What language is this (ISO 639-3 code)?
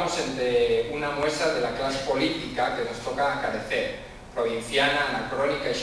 ast